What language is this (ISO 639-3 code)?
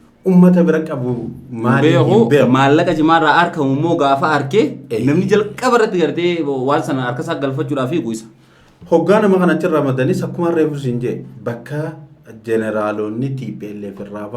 orm